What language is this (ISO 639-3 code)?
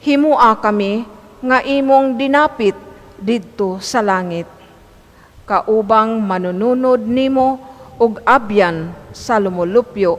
ceb